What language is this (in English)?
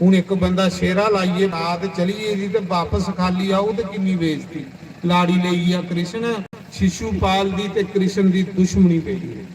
Dogri